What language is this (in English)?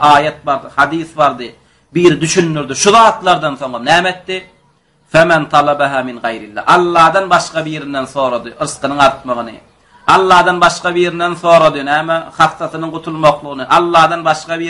Turkmen